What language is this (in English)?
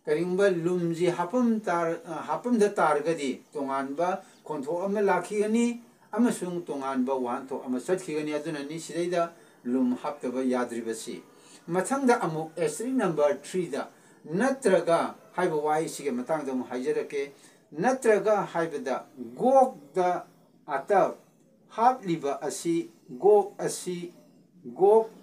Manipuri